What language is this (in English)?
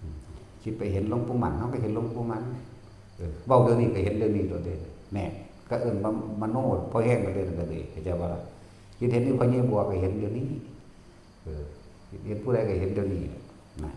Northeastern Thai